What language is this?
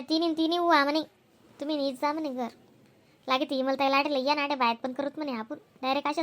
Khandesi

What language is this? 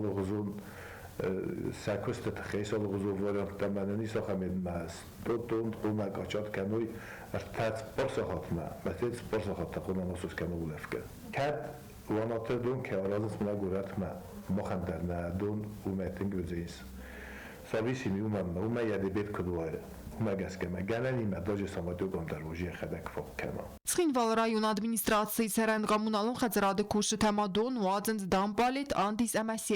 Ossetic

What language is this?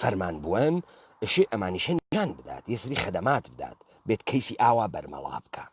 Central Kurdish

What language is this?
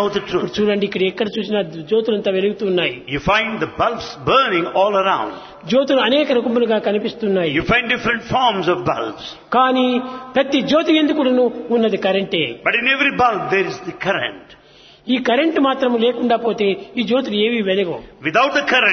Telugu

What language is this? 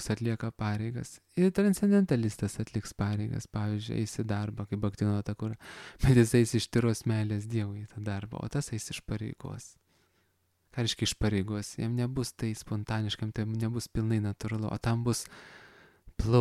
Lithuanian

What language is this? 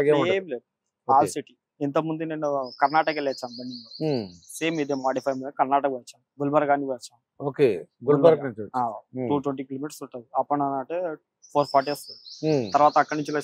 Telugu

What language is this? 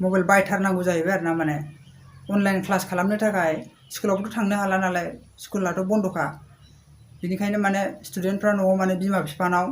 Bodo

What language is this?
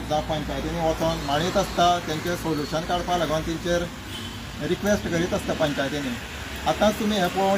Konkani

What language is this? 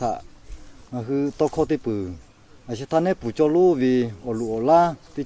Lahu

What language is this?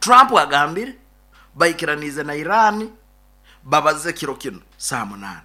Nyankole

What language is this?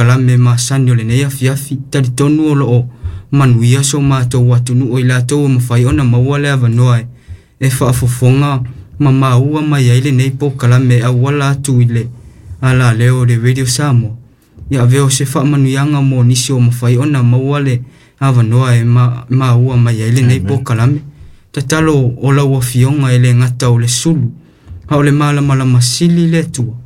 Samoan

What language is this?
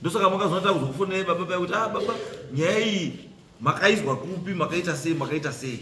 Shona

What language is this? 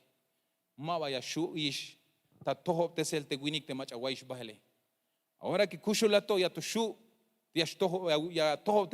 Tzeltal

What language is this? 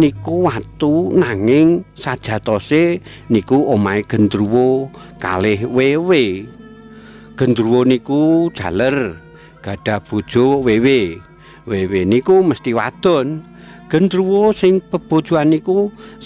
Javanese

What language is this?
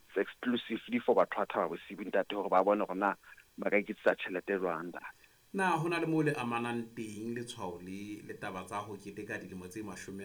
Southern Sotho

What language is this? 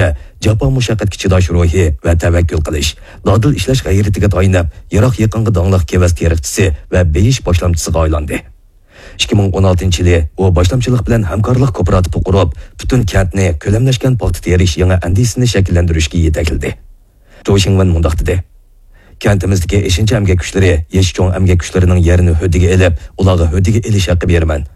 Uyghur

